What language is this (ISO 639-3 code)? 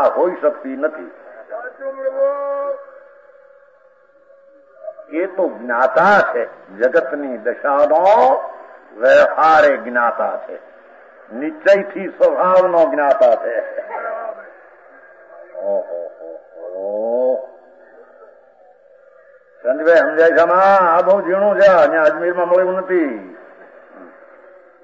guj